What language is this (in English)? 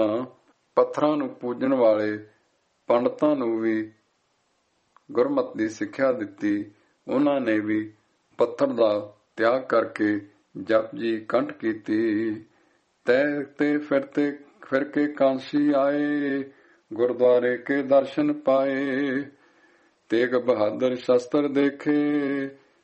Punjabi